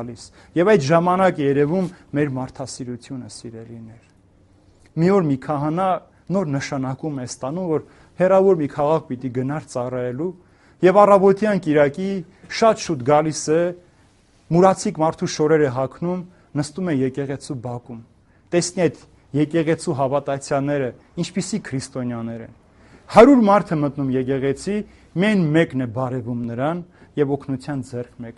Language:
Armenian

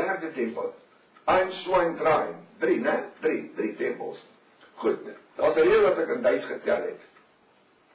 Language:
Afrikaans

